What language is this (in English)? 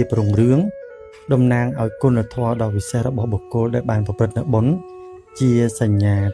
Khmer